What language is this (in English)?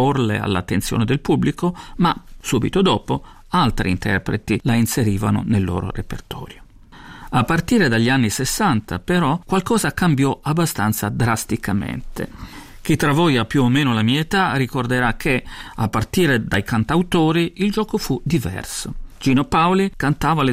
Italian